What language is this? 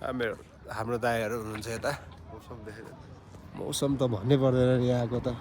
Nepali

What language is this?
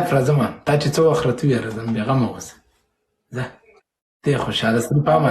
Pashto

